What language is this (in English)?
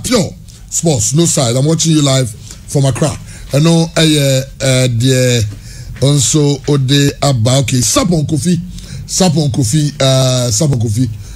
English